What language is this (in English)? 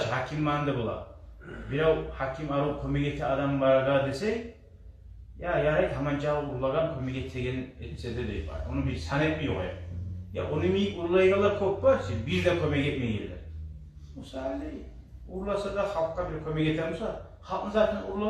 Kumyk